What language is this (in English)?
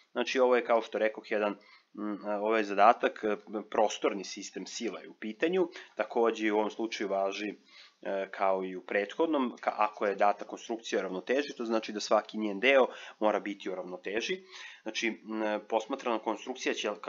Serbian